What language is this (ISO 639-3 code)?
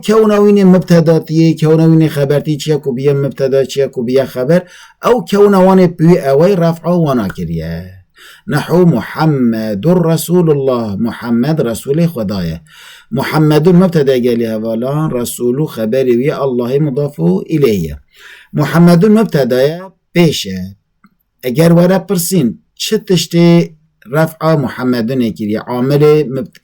kur